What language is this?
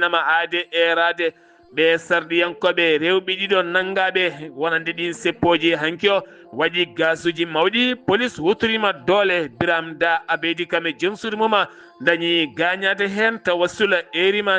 Fula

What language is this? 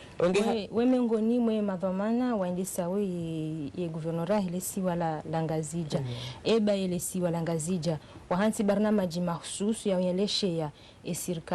Ngazidja Comorian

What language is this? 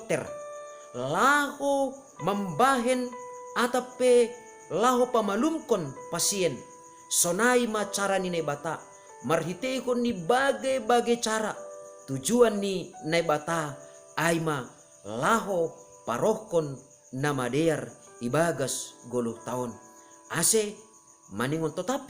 Batak Simalungun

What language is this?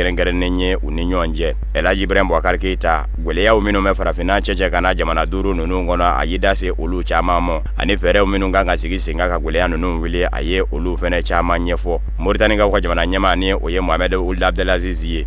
Bambara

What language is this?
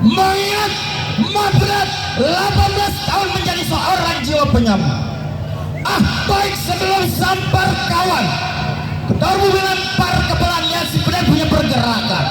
Betawi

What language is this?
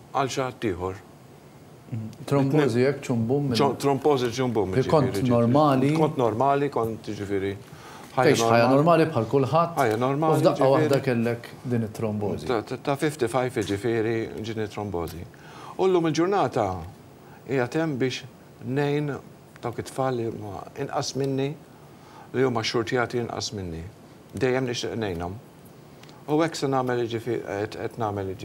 Maltese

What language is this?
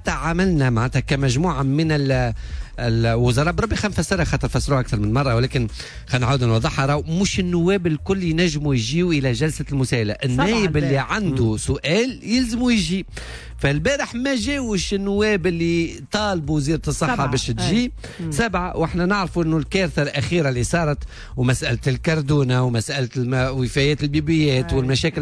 Tunisian Arabic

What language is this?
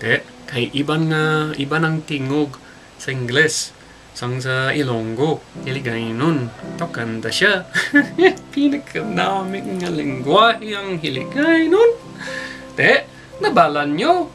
Hiligaynon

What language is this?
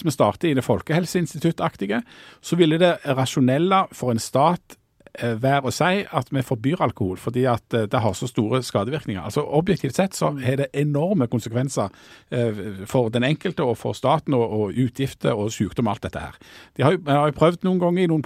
Norwegian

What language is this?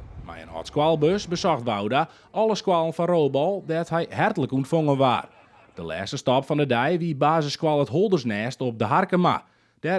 Western Frisian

